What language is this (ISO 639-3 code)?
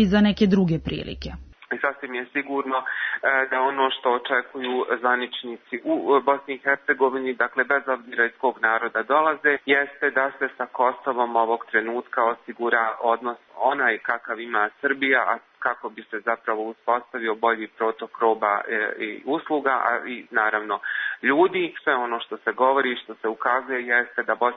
srp